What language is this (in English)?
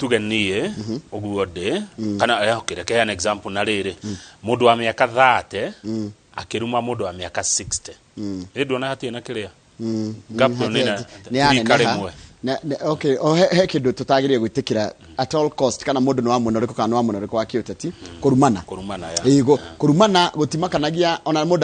Kikuyu